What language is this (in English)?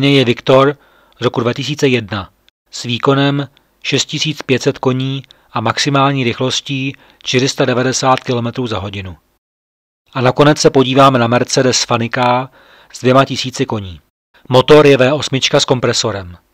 Czech